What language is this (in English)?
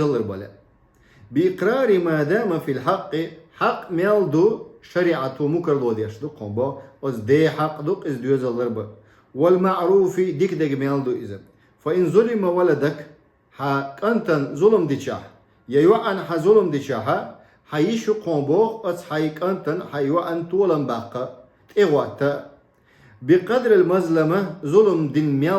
Chechen